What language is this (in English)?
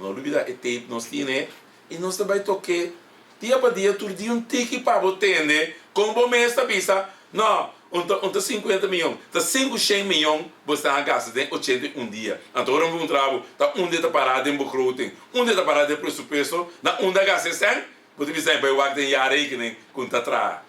Papiamento